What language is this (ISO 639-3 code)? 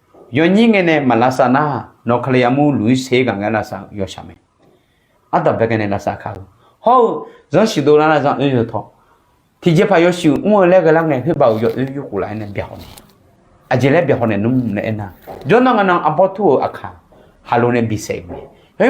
ahk